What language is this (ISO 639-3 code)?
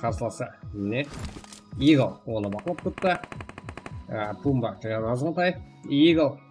kaa